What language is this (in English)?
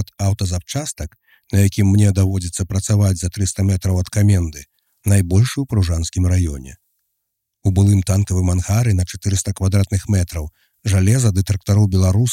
Belarusian